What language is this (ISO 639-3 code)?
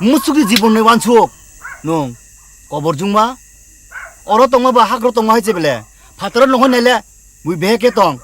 trp